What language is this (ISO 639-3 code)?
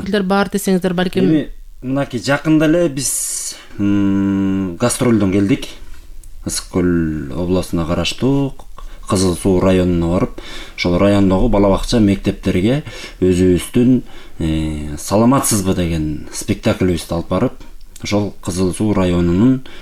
kir